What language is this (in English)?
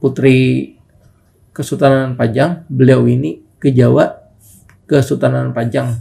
Banjar